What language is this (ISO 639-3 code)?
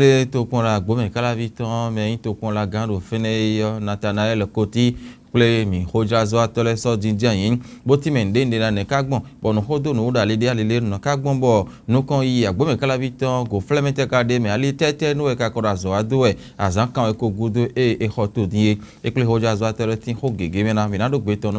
fon